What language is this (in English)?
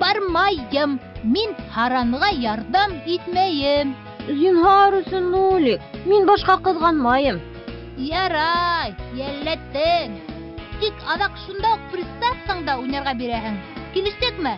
Bashkir